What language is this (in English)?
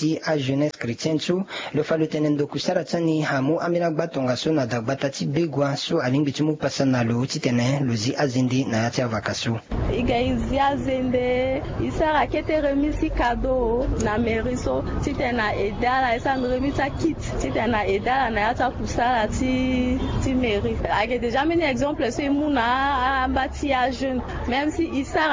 Sango